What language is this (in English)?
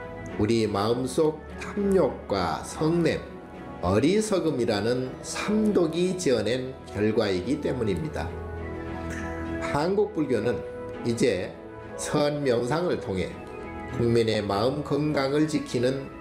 Korean